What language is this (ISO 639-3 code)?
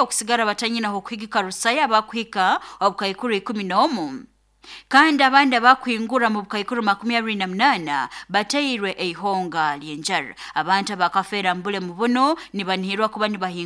nyo